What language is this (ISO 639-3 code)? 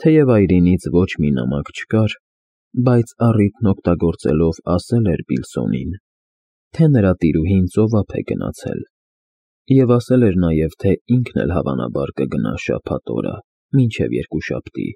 hye